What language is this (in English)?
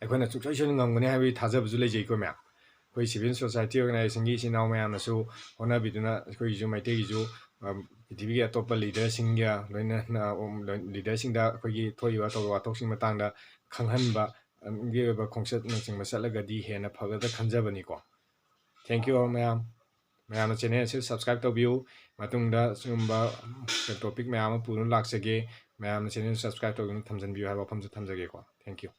Manipuri